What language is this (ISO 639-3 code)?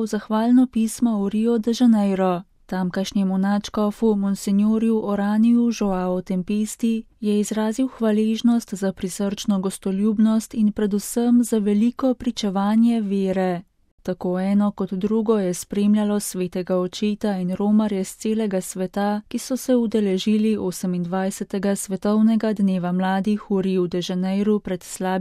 slv